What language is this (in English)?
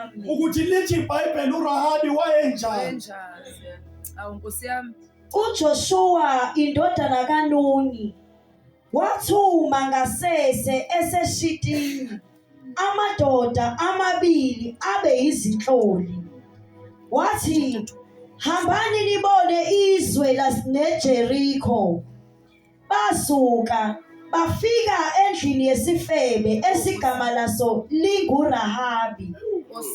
Zulu